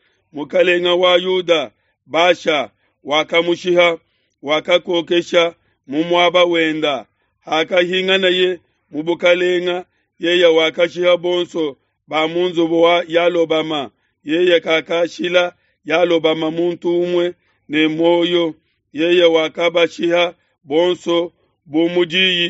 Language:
Luba-Lulua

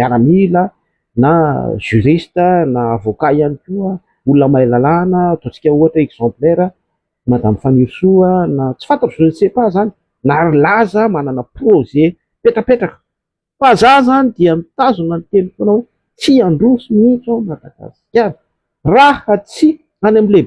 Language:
Malagasy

